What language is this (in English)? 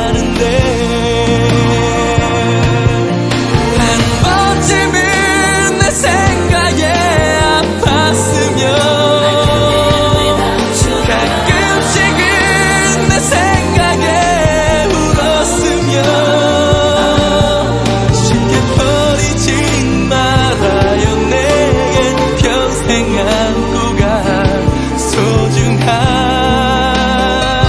Korean